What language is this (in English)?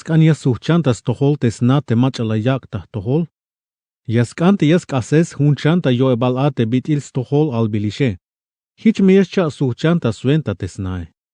Tzeltal